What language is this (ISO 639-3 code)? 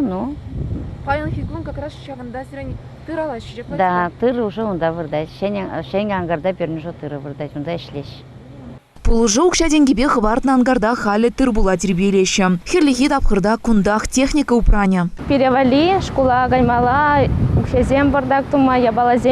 chv